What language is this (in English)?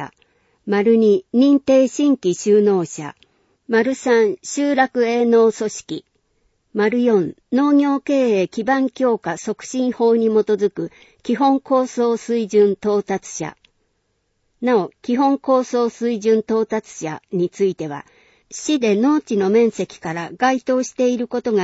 Japanese